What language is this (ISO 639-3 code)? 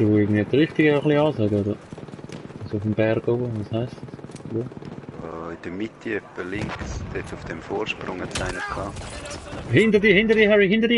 gsw